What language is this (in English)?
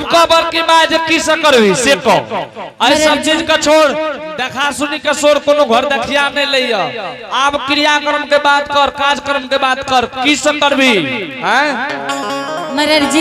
Angika